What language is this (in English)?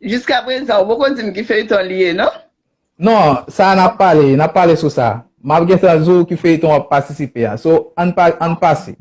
Haitian Creole